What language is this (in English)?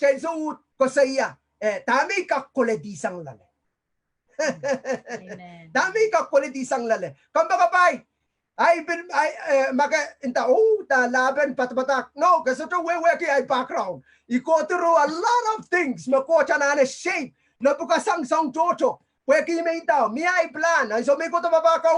Pohnpeian